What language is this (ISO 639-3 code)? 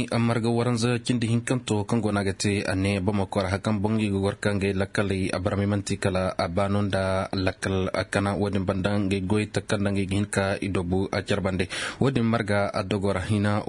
dje